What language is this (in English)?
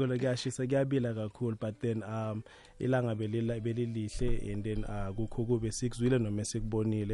South Ndebele